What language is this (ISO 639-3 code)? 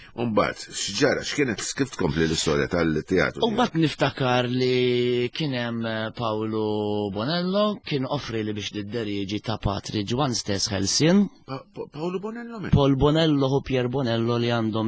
mlt